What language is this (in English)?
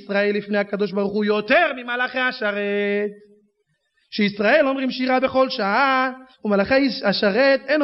Hebrew